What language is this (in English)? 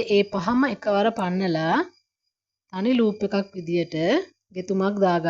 Sinhala